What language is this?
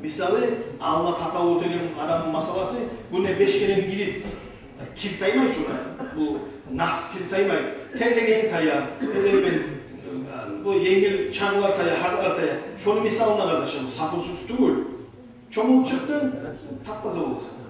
Kumyk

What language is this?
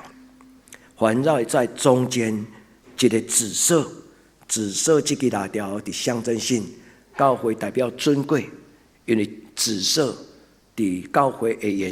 Min Nan Chinese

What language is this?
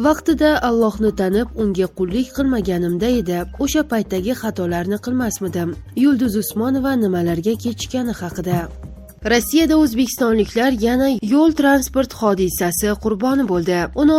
Uzbek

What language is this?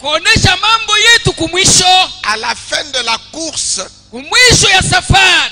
Swahili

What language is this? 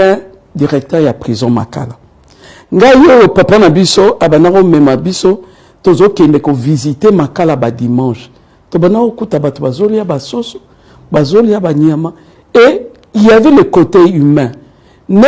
Lingala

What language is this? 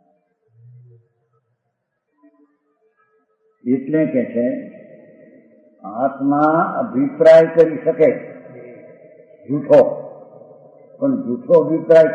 Gujarati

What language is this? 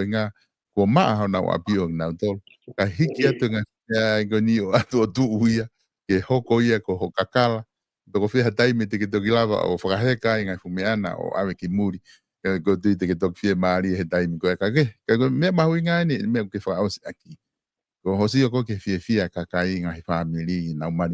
Tongan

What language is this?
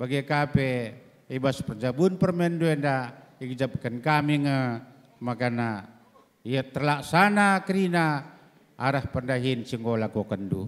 Batak Karo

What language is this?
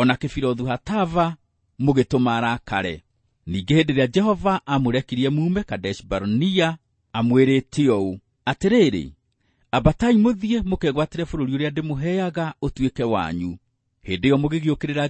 Kikuyu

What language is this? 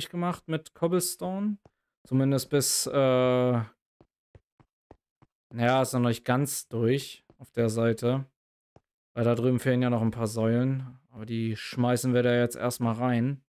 German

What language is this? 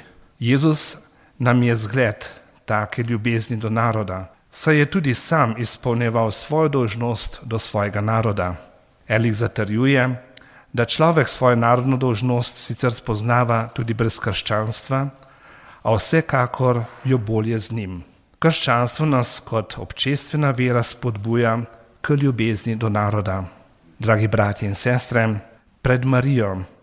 Slovenian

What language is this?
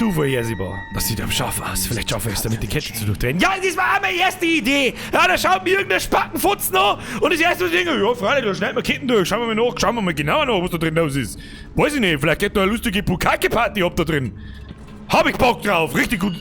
Bavarian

